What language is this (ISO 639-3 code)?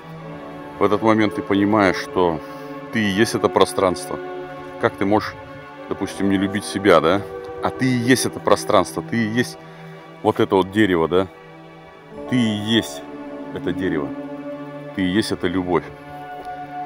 rus